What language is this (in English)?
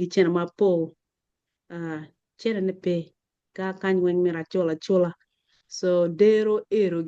Acoli